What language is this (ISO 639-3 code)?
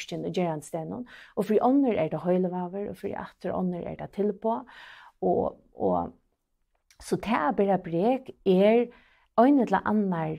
fao